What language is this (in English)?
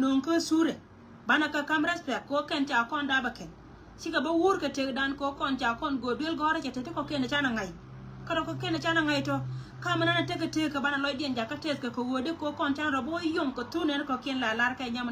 Nuer